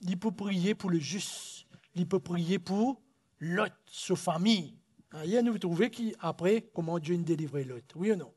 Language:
Morisyen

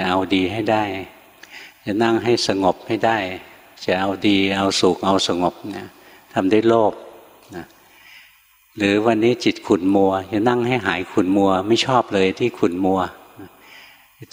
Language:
Thai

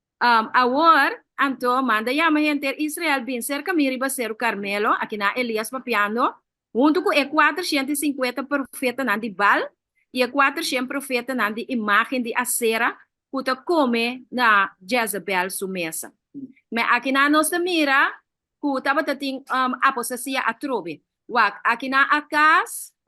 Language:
Papiamento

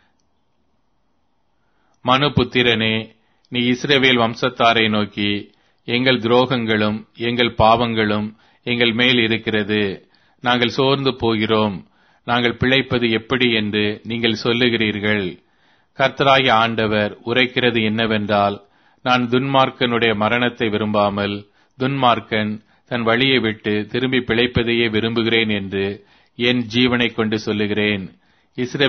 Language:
Tamil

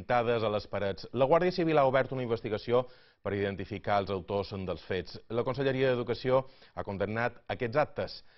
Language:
Catalan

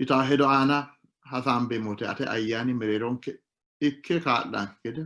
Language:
Sidamo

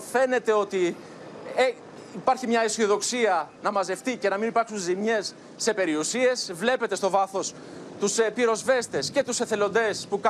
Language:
Greek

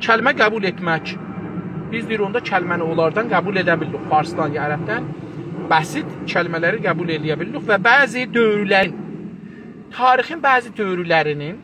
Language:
South Azerbaijani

